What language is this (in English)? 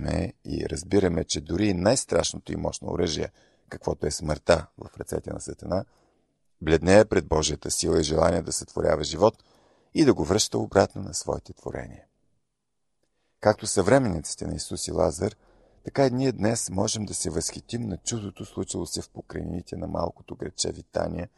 Bulgarian